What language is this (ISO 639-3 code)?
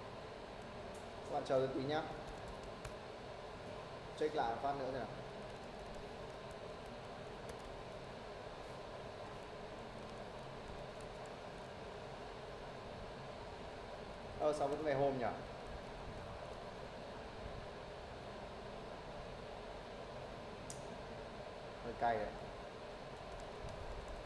vie